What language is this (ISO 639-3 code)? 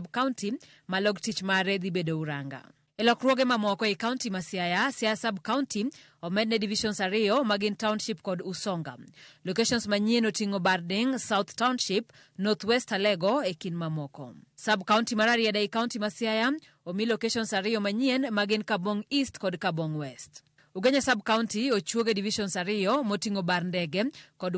luo